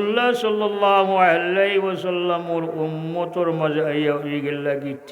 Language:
Sylheti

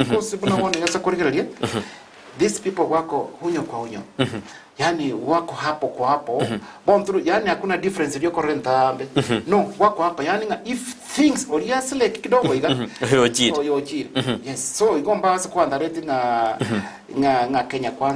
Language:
Gusii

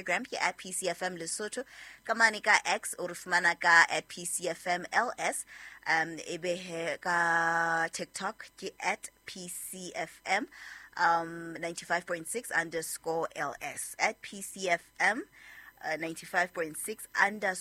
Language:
Southern Sotho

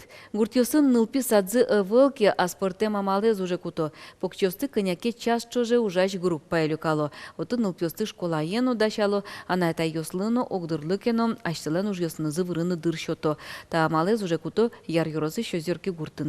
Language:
Udmurt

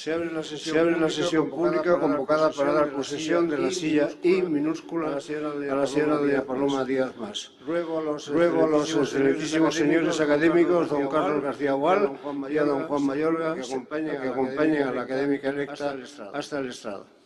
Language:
Ladino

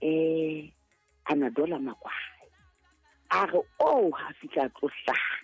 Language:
Southern Sotho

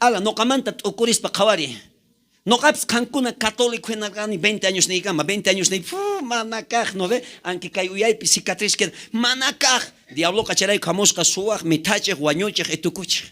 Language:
South Bolivian Quechua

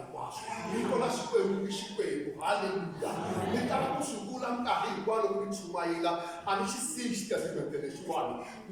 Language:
Tsonga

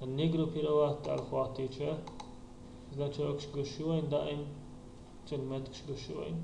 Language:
Chechen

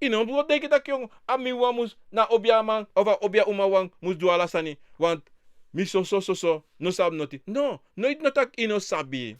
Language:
Sranan Tongo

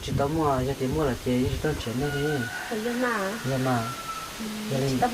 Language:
Hmong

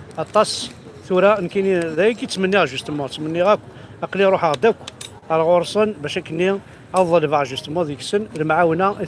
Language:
Kabyle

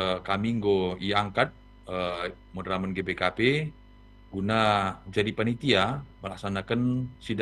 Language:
Batak Karo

